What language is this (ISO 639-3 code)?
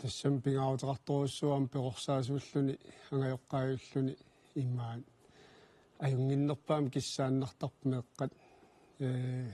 kal